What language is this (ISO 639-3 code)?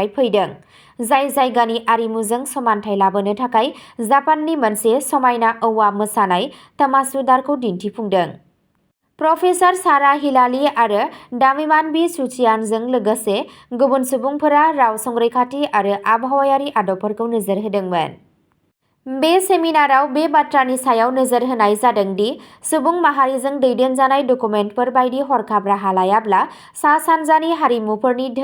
brx